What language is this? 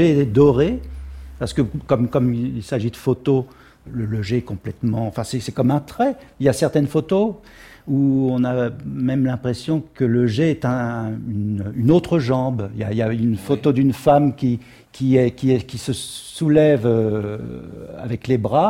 French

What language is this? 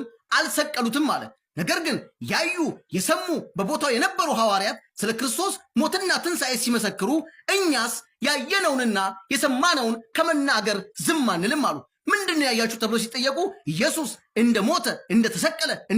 Amharic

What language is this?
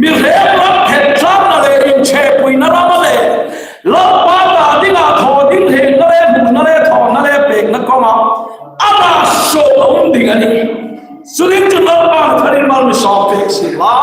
Hmar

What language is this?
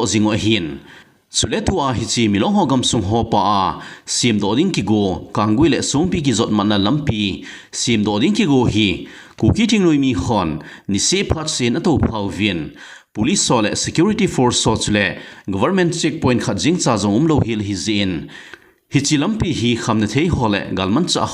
Thado Chin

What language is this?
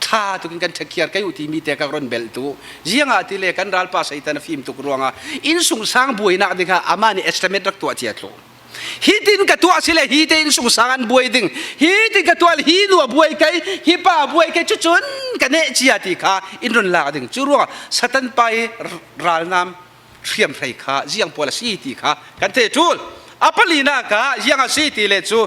Falam Chin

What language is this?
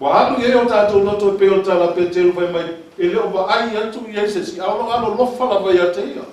Samoan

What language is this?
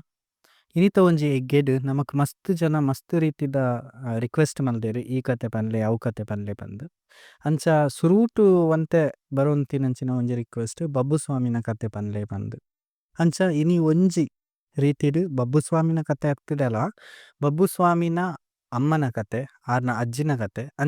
Tulu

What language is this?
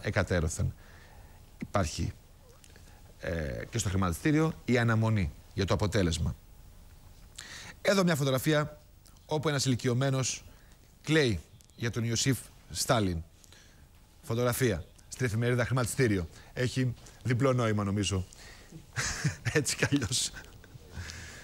Greek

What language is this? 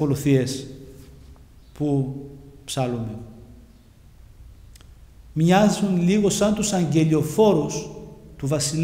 Greek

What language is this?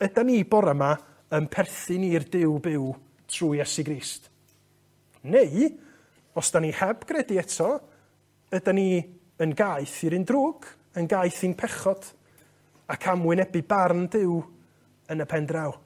Welsh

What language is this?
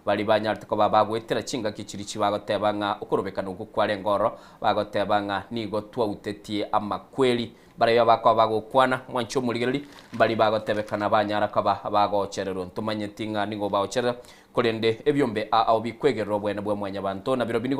Gusii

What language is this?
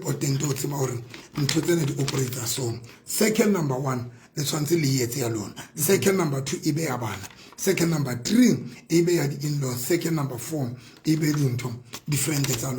Southern Sotho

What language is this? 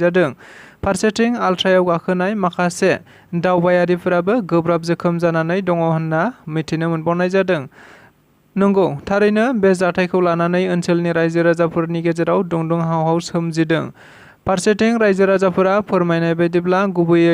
Bodo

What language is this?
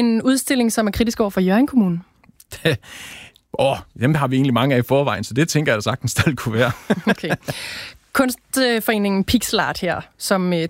Danish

